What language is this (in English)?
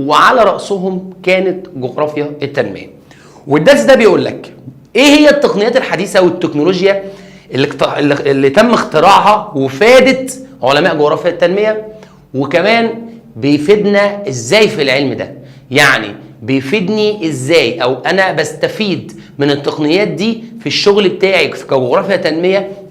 Egyptian Arabic